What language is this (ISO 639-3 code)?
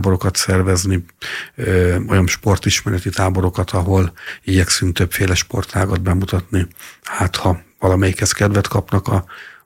hun